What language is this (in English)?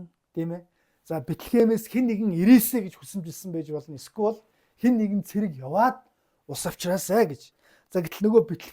Mongolian